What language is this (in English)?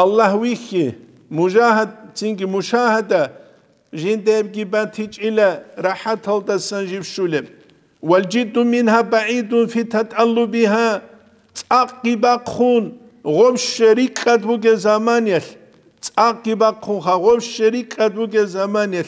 Avaric